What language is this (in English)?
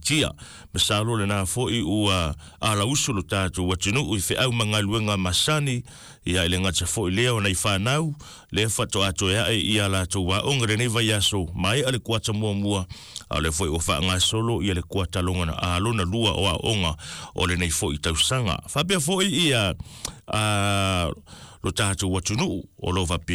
Samoan